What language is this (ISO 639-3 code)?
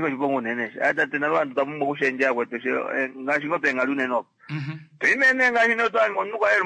kua